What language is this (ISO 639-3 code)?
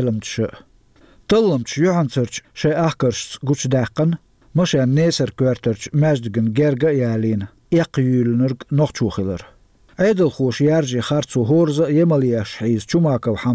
che